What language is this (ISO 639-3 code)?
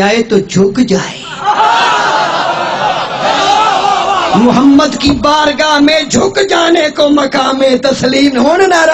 urd